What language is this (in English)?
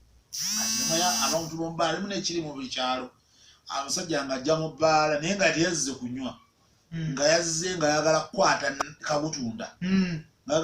Ganda